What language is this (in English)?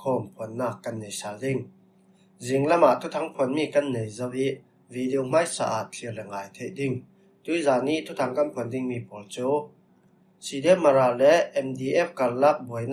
Falam Chin